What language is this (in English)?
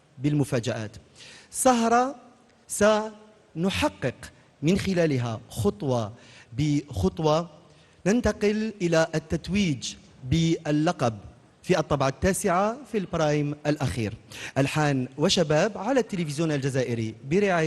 Algerian Arabic